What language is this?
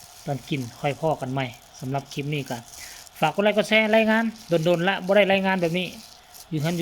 Lao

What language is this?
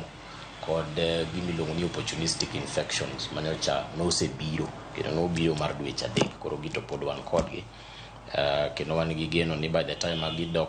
Luo (Kenya and Tanzania)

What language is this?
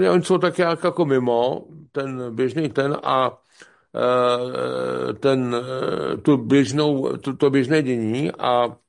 Czech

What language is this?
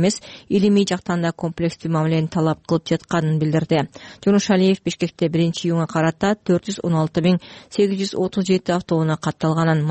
Kyrgyz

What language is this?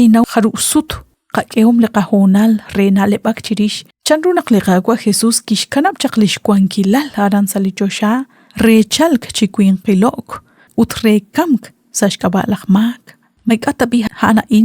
Kekchí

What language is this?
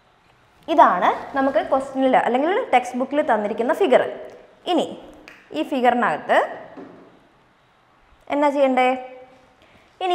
Malayalam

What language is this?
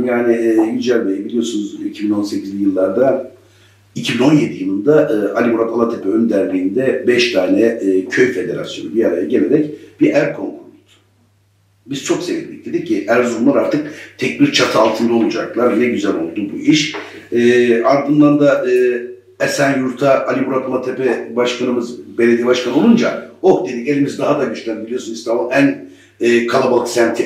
Turkish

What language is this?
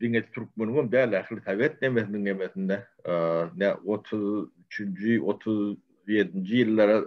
Turkmen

